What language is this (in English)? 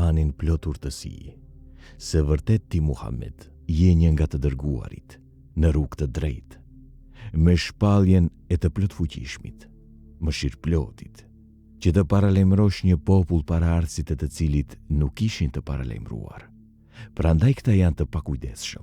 Albanian